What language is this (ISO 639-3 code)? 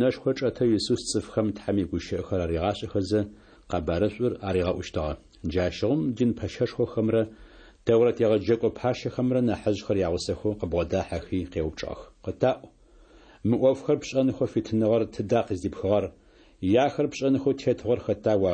ady